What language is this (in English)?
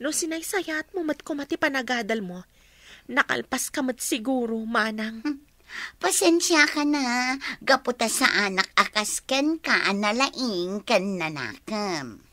Iloko